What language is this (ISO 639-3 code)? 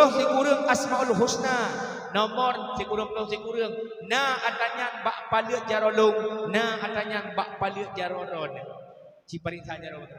ace